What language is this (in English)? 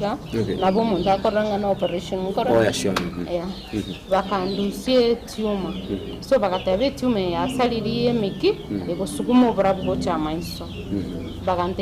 Gusii